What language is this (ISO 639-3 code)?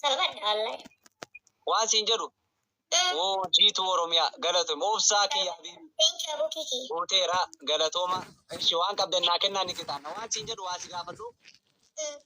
orm